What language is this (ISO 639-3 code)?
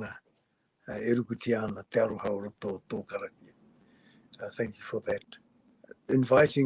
mri